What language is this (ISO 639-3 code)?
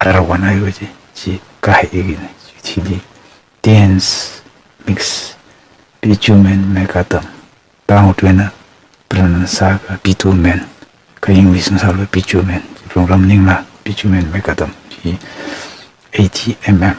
nmf